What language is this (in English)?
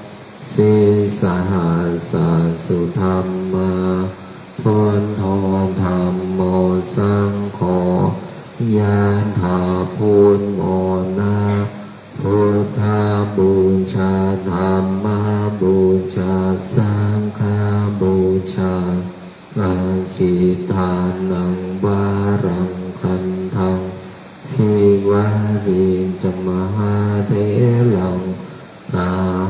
Pali